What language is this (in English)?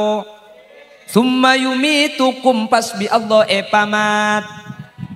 Madurese